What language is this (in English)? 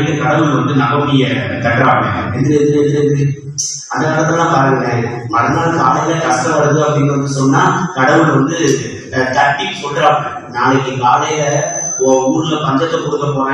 Tamil